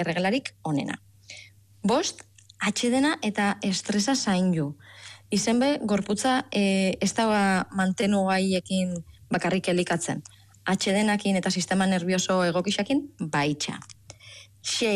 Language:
Basque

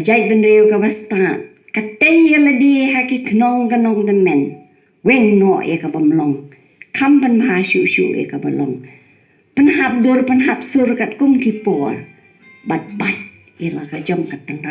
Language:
Khasi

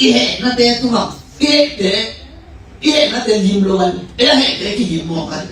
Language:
Tedim Chin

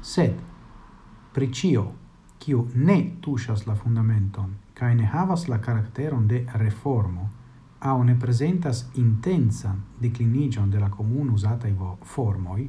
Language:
Esperanto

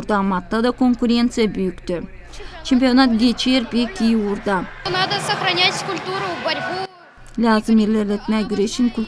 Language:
Gagauz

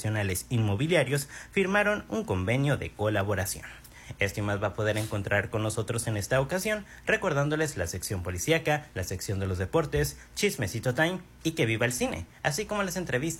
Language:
Spanish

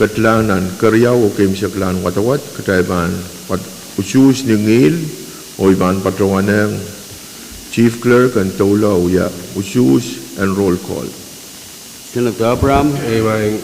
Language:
Pohnpeian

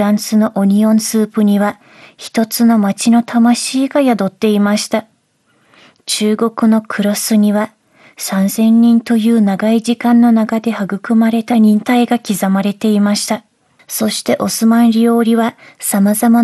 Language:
Japanese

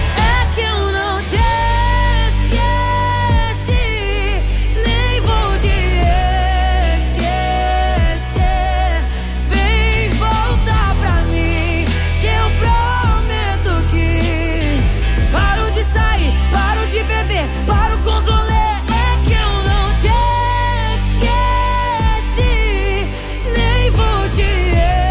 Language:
Portuguese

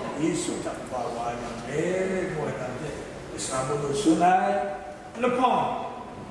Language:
Kachin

